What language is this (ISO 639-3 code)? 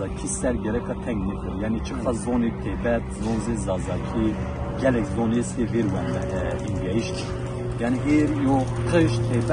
zza